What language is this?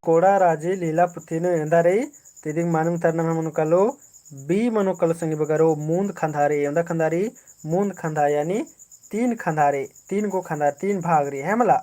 Kurukh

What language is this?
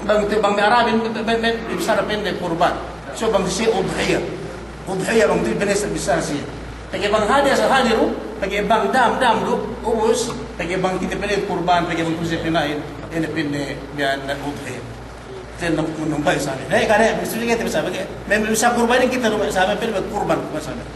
Yakan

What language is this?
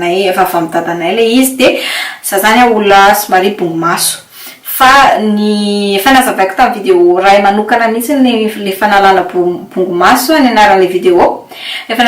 Malagasy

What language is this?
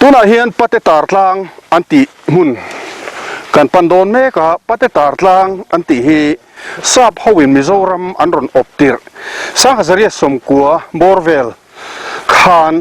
Mizo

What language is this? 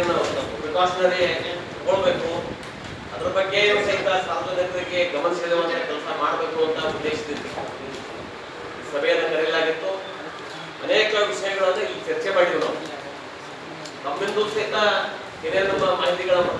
Kannada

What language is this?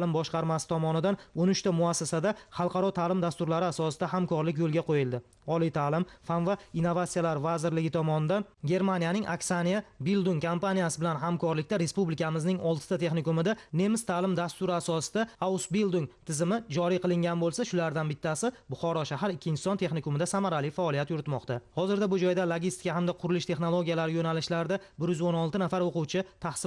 Uzbek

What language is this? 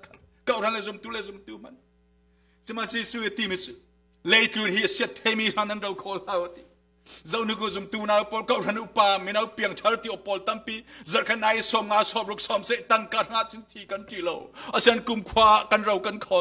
Falam Chin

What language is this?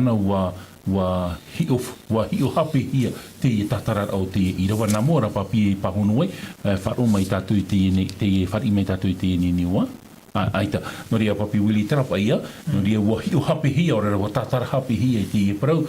Tahitian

